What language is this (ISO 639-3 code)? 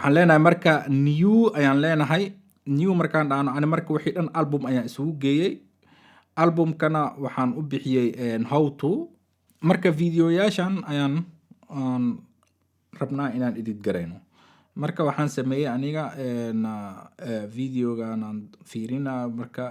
som